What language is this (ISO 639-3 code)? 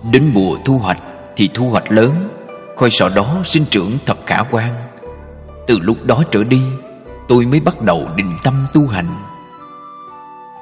vie